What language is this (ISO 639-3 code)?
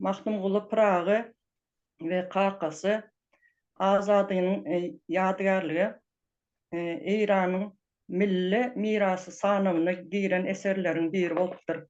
tuk